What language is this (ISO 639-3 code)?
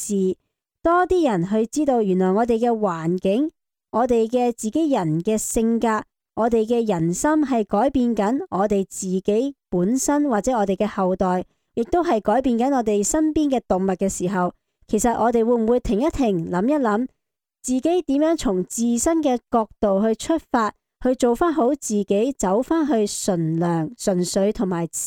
yue